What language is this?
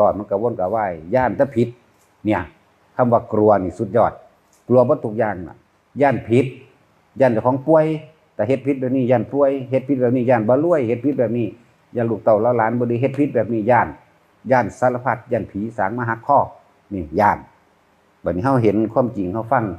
Northeastern Thai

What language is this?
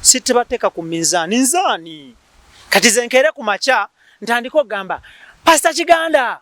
Ganda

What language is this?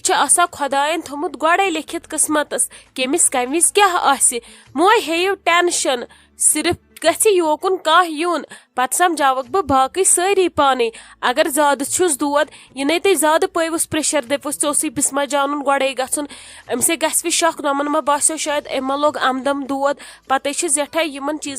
Kashmiri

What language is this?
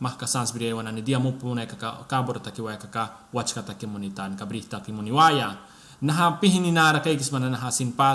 Mískito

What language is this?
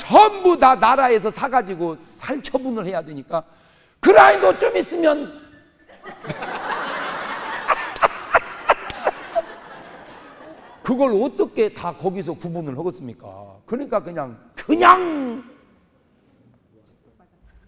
Korean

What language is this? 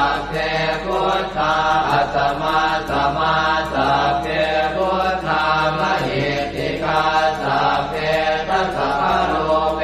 Pali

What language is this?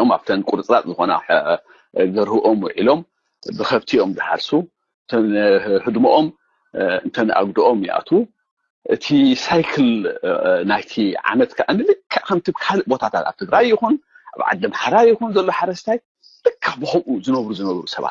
Tigrinya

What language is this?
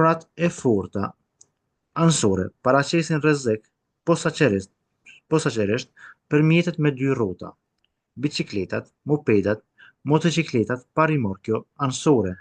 Albanian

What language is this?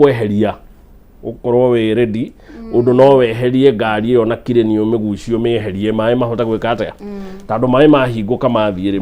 Kikuyu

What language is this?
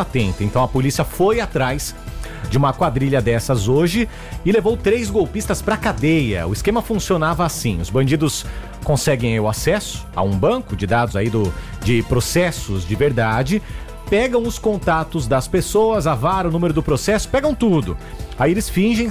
Portuguese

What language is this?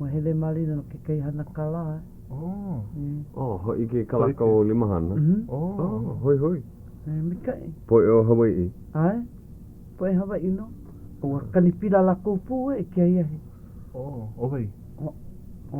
Hawaiian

